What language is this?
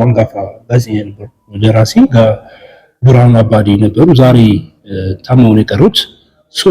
Amharic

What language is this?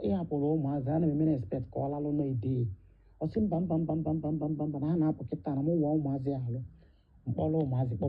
Igbo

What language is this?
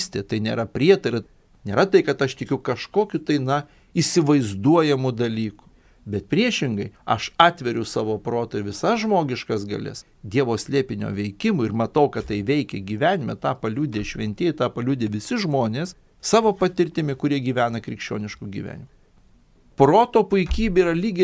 Lithuanian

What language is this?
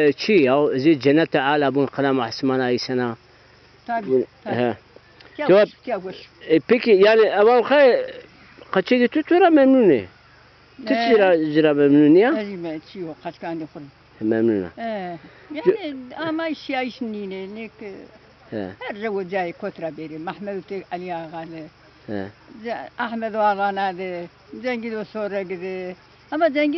Zaza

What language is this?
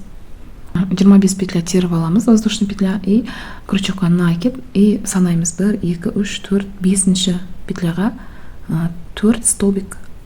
Kazakh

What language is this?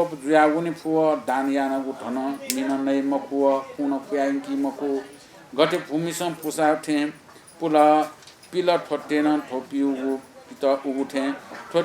Newari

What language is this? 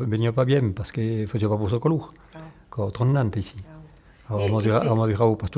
Occitan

